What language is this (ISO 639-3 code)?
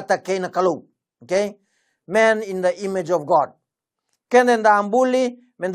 fij